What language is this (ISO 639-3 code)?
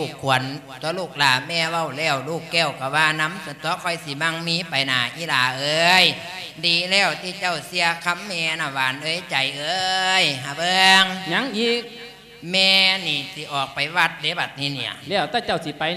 lao